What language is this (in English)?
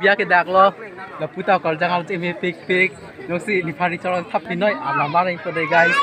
Karbi